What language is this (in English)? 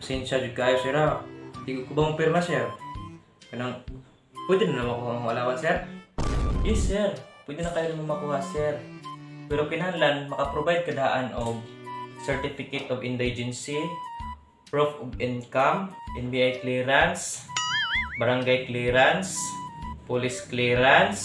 Cebuano